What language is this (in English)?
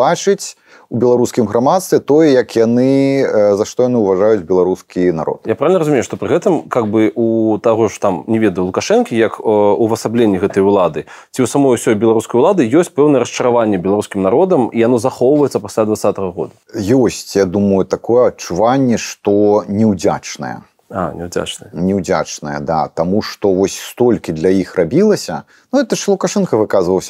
Belarusian